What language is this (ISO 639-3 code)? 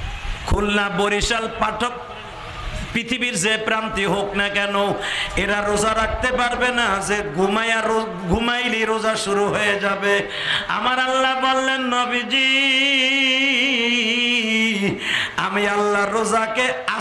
ben